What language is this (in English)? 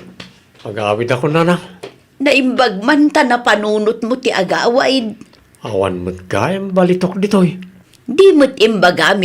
Iloko